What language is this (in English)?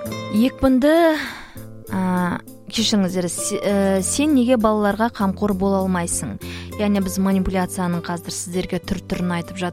Kazakh